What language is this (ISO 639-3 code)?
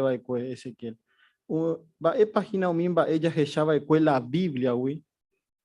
grn